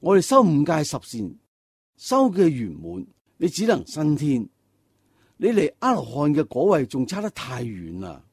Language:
Cantonese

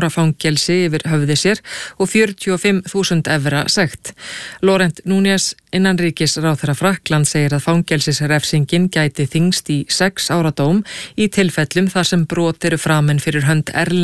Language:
Icelandic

